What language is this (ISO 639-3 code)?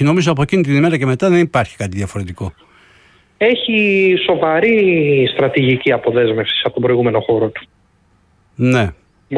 ell